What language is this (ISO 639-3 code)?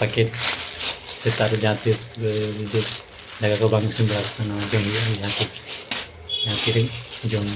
sat